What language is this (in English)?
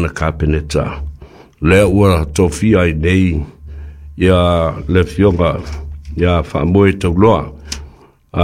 Samoan